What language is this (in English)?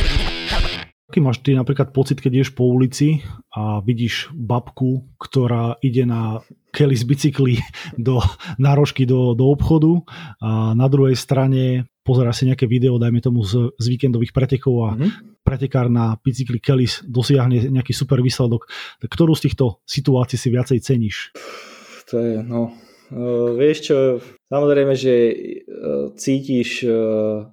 Slovak